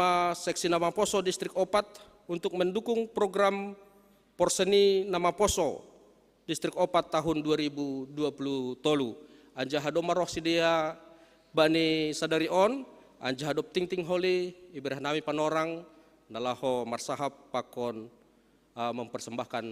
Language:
Batak Simalungun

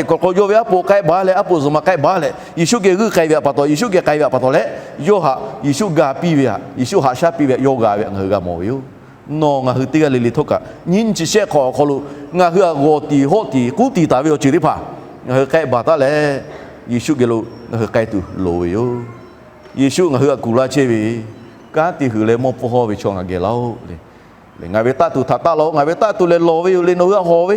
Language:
Lahu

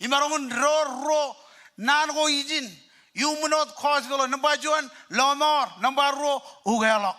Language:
Marshallese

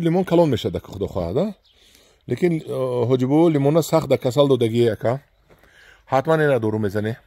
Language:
Tajik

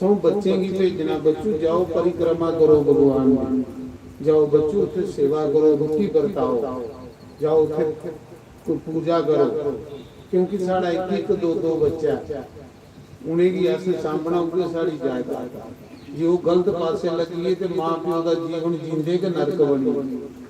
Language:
Dogri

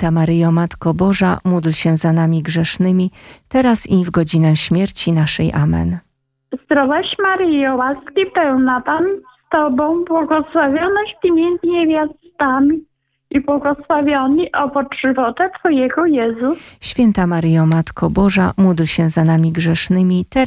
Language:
Polish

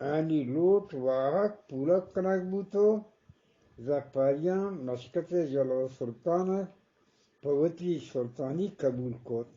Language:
Eastern Balochi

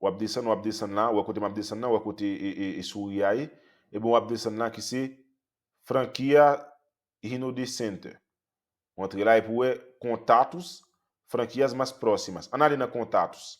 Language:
Haitian Creole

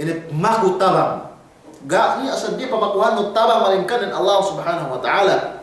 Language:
Yakan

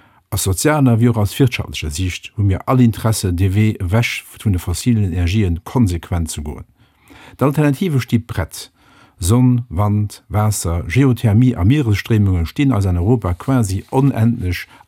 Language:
Luxembourgish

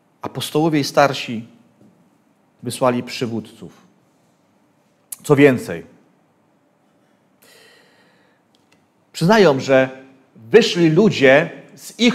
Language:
Polish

